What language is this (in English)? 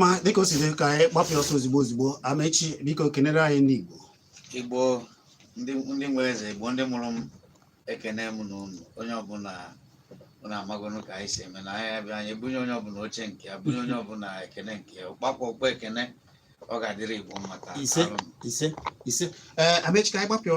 Igbo